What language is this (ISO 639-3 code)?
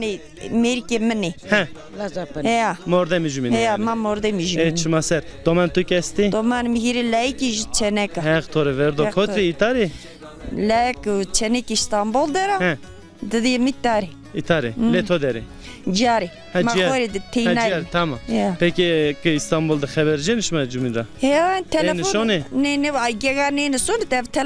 zza